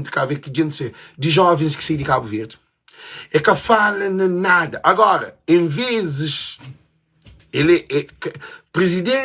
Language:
Kabuverdianu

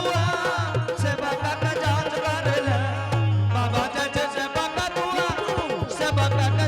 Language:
Angika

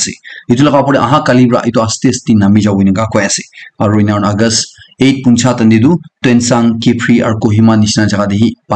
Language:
Naga Pidgin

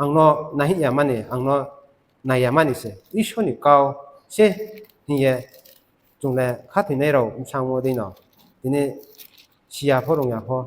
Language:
Riang (India)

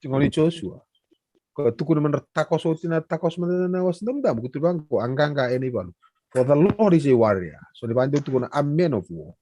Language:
Fijian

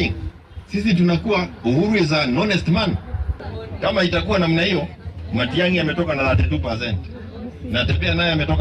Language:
Gusii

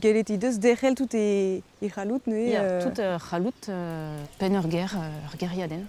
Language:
Breton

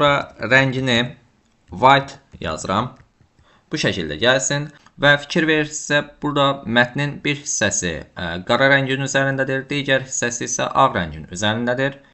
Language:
Azerbaijani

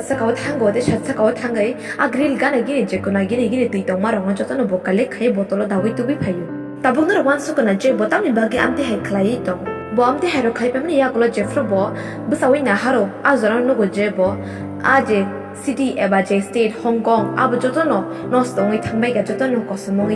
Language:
Kok Borok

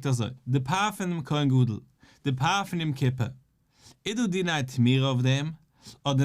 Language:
Yiddish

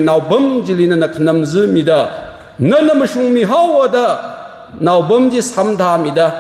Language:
Tangkhul Naga (India)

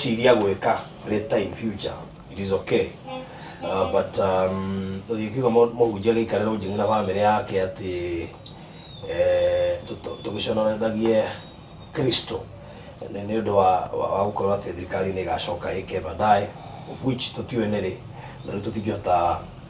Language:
Kikuyu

